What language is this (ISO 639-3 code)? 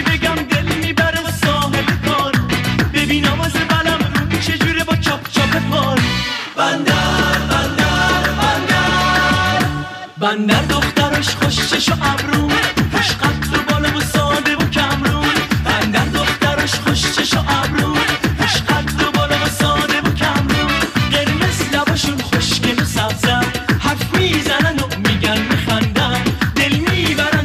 fas